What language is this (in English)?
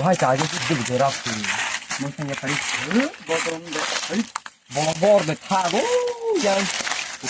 Kok Borok